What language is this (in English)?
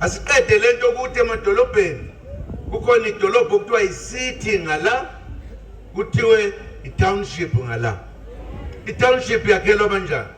Zulu